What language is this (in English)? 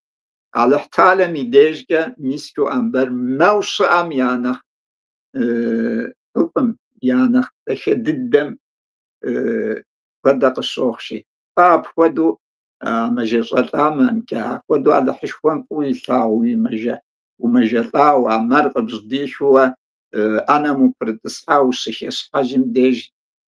Kabardian